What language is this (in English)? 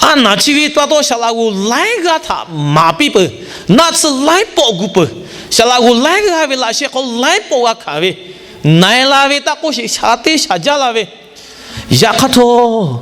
Lahu